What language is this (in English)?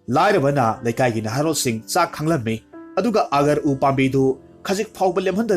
Manipuri